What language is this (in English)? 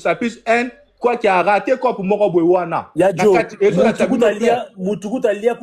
Lingala